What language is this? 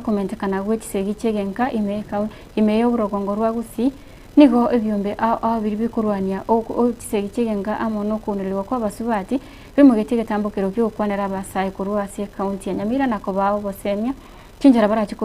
Gusii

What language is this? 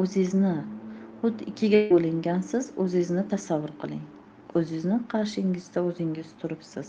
Uzbek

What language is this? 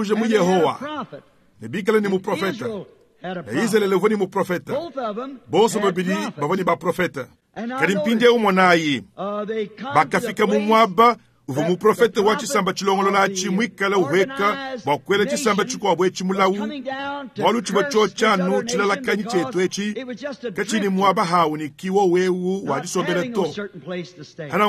Luba-Lulua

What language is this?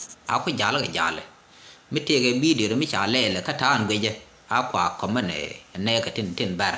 Nuer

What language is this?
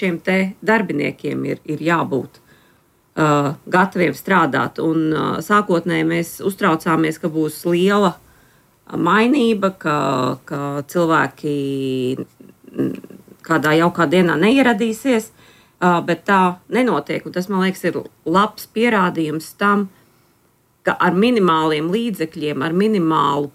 Latvian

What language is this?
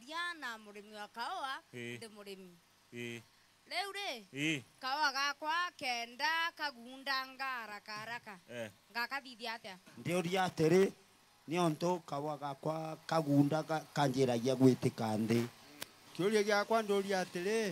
Meru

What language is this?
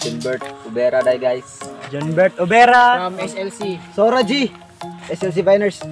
Cebuano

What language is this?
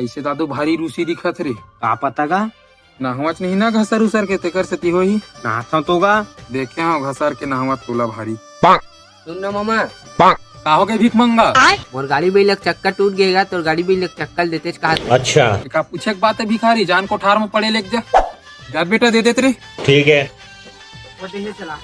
Chhattisgarhi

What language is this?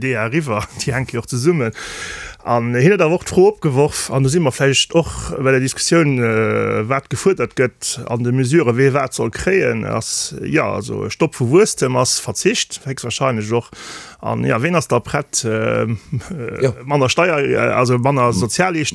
Luxembourgish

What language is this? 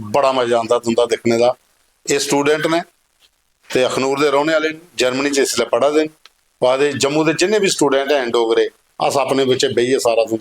Dogri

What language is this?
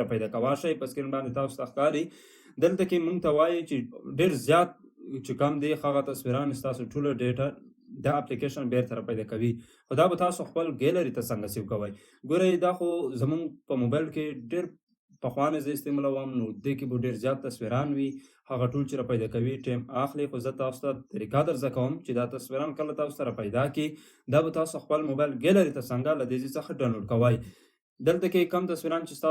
Pashto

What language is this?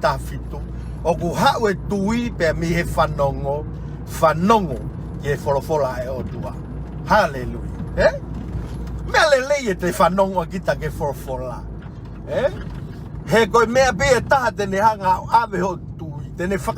Tongan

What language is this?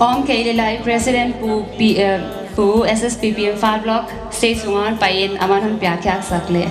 Paite Chin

